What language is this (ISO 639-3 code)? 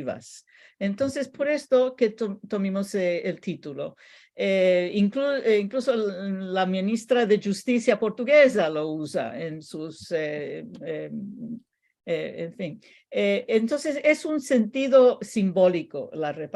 lad